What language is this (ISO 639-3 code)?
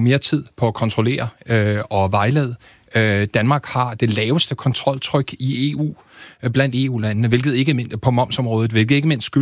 dan